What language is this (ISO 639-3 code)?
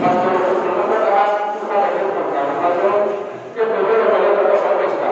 ria